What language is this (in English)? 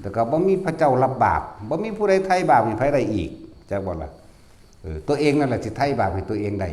Northeastern Thai